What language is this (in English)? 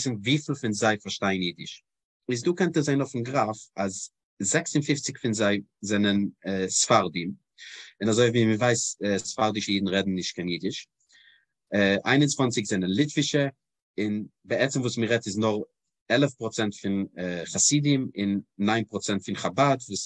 Yiddish